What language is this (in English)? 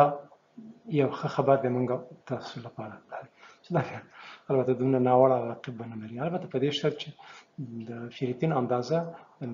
Pashto